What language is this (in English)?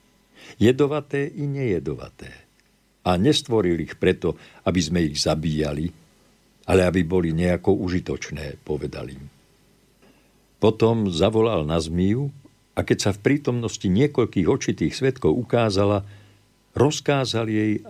Slovak